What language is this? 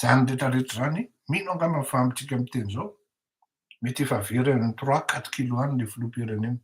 Malagasy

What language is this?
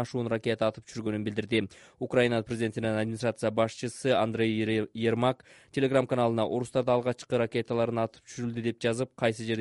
Kyrgyz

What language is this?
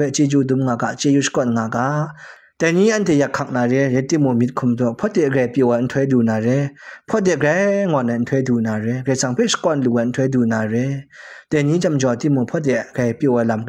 Kachin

